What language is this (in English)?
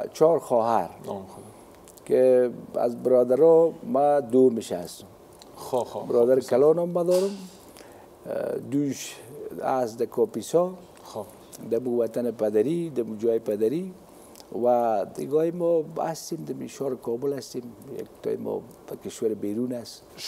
Persian